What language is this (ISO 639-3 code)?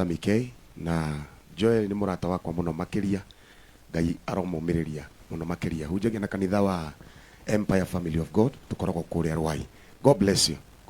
kik